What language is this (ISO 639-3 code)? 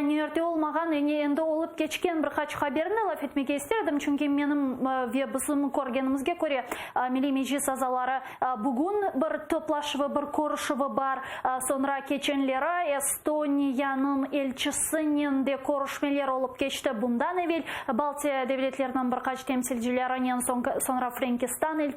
crh